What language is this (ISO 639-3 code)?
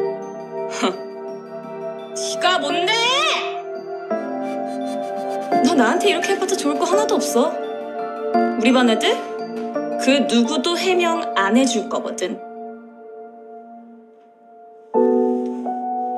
kor